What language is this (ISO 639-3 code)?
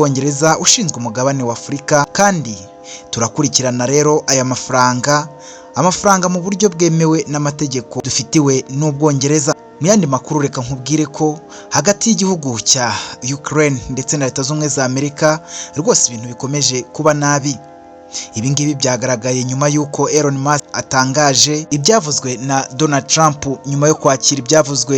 kin